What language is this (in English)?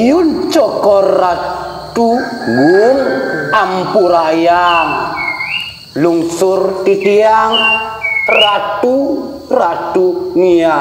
Balinese